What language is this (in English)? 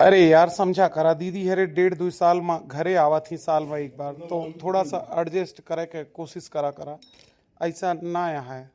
Awadhi